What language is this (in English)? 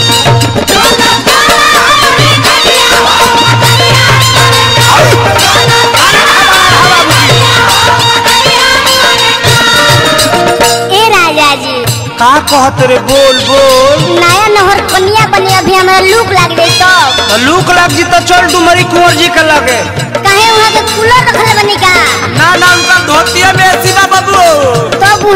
Bhojpuri